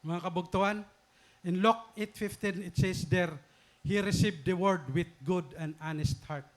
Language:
Waray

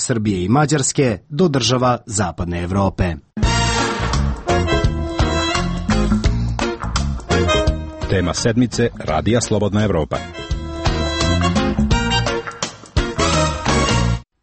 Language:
Serbian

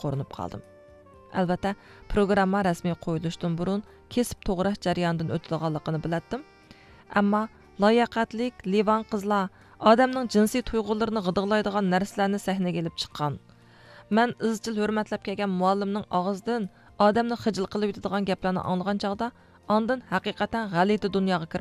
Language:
Uyghur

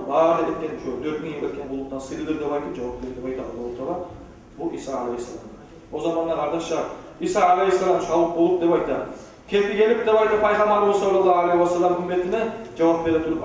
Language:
Kumyk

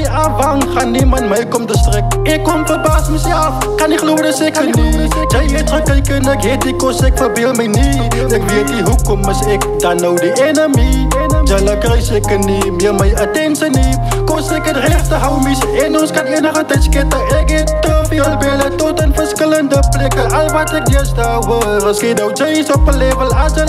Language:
Afrikaans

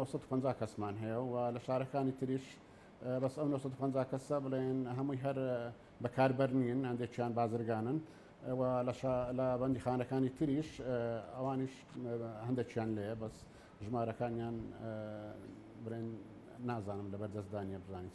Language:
Central Kurdish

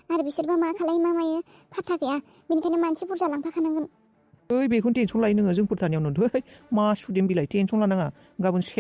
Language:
Bodo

